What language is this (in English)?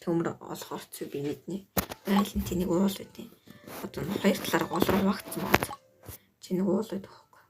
Mongolian